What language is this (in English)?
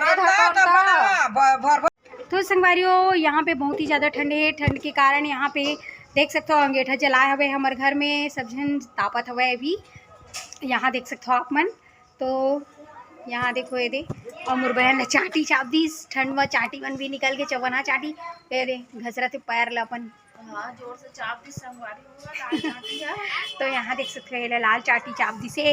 Chhattisgarhi